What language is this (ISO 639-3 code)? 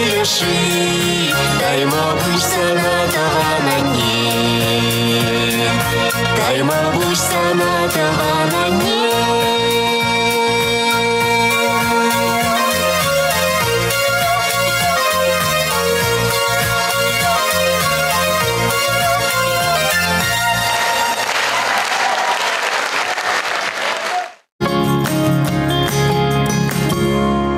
chv